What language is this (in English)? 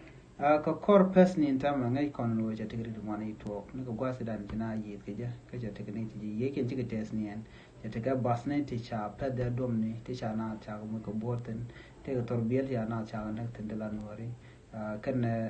Nuer